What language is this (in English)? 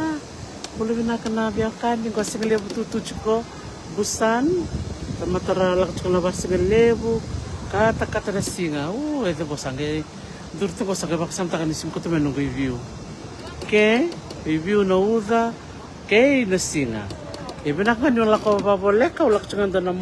Fijian